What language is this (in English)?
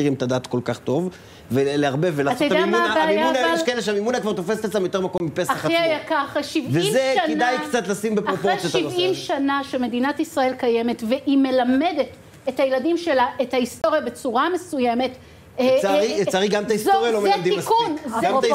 Hebrew